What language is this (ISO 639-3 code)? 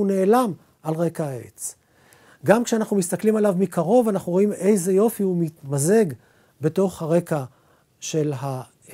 heb